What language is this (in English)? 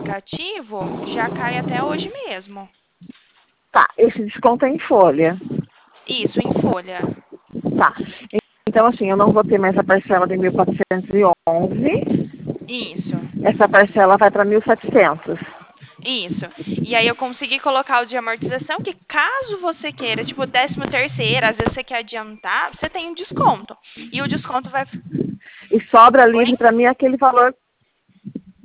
Portuguese